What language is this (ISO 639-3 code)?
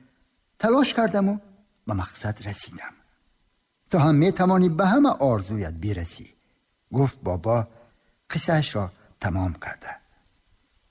tgk